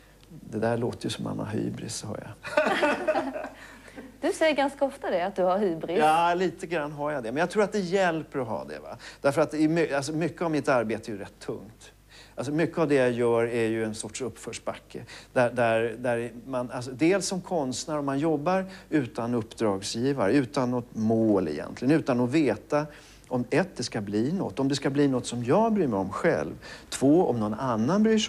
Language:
Swedish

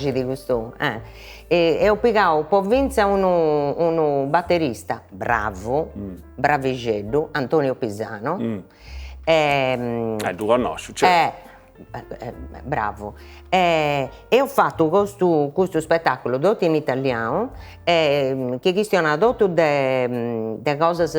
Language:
Sardinian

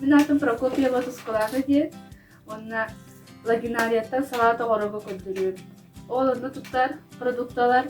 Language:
Yakut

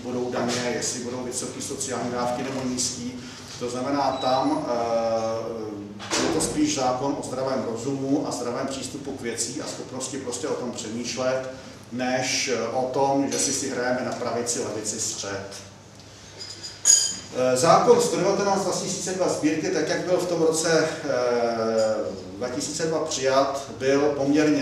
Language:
Czech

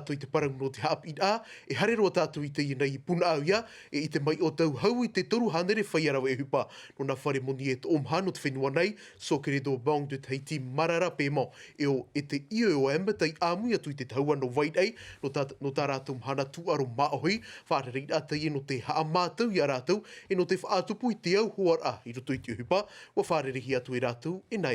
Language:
Tahitian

